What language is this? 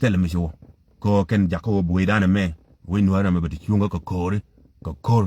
Nuer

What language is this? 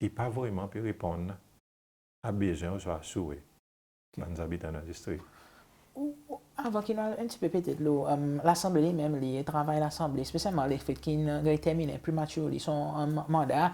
Seselwa Creole French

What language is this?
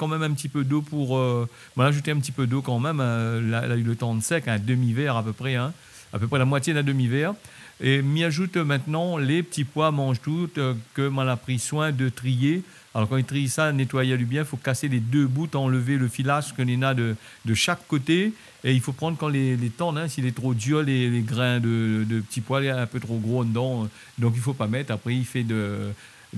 Réunion Creole French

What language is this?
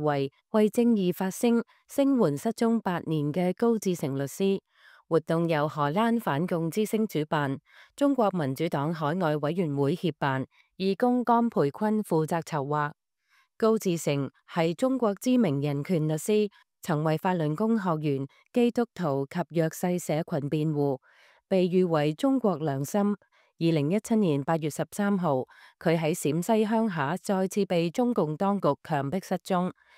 Cantonese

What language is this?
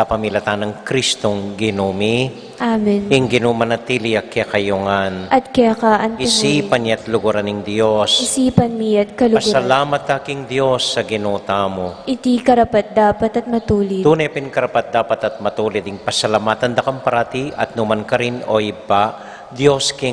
Pampanga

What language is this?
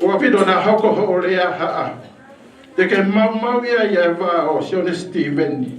Tongan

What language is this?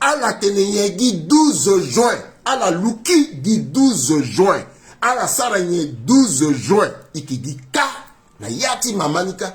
Sango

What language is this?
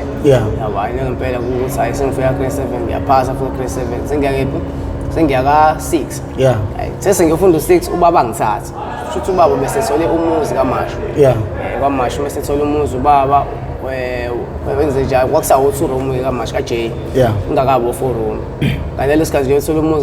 Zulu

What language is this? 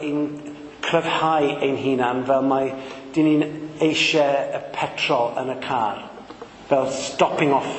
Welsh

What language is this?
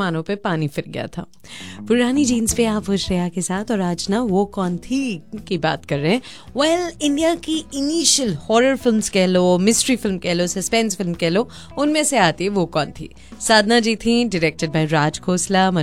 Hindi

